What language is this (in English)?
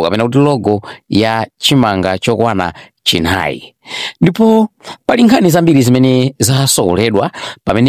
Nyanja